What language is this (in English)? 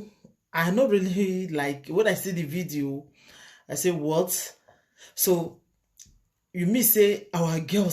Nigerian Pidgin